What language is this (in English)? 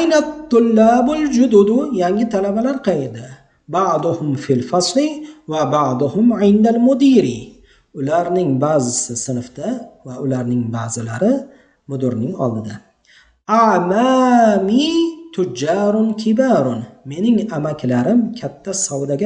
Uzbek